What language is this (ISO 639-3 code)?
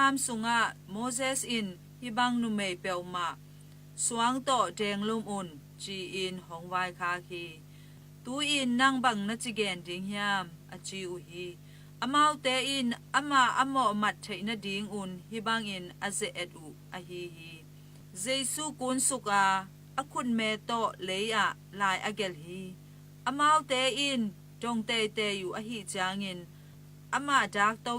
ctd